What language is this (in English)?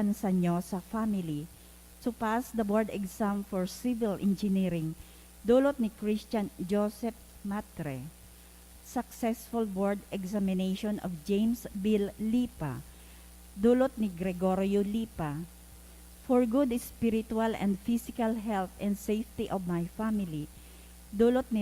Bikol